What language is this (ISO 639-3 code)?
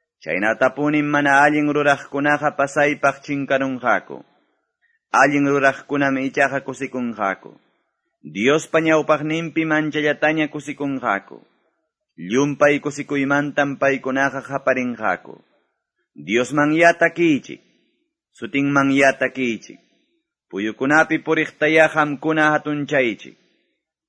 que